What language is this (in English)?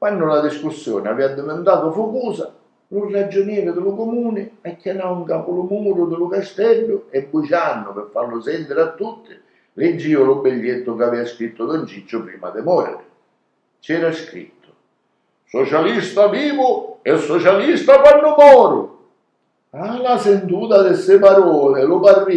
Sicilian